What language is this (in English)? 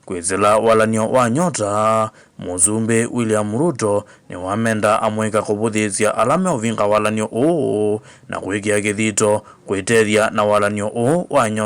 Kamba